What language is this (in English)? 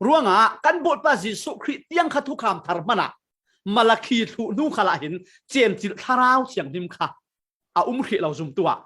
Falam Chin